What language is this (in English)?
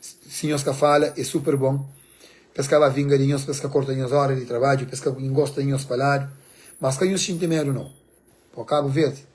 Kabuverdianu